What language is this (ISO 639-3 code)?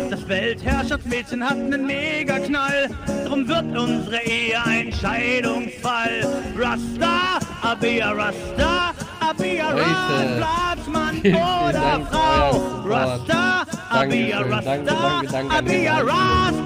deu